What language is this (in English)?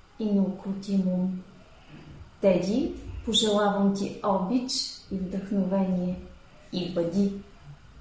Bulgarian